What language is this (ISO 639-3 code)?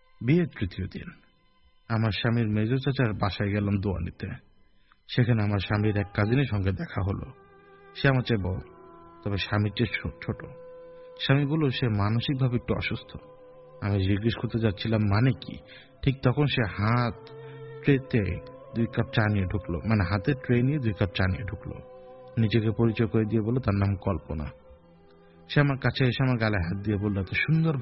ben